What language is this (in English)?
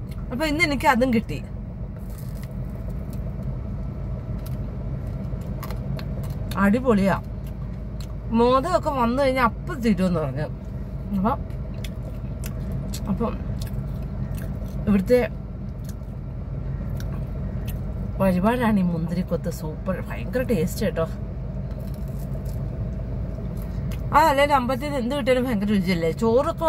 Malayalam